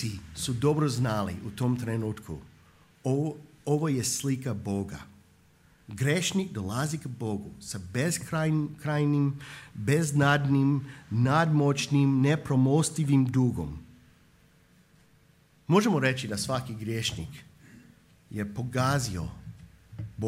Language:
Croatian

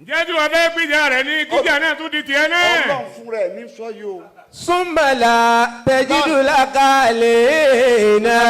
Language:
Yoruba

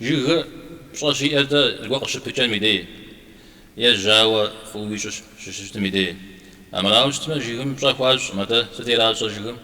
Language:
Kabardian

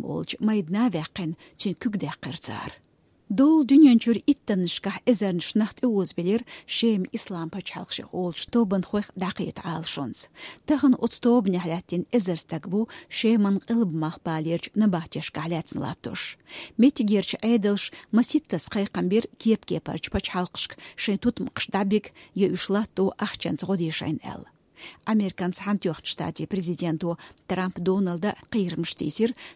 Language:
Chechen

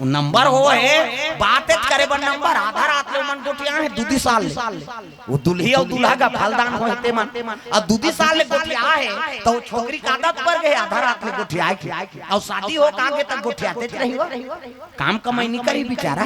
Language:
Chhattisgarhi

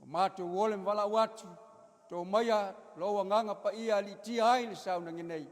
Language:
Samoan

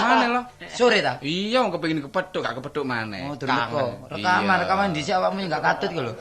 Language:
Javanese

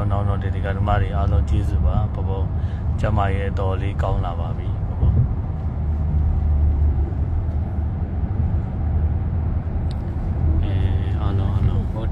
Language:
Burmese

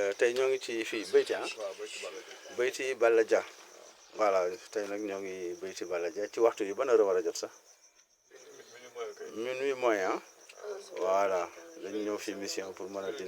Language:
Wolof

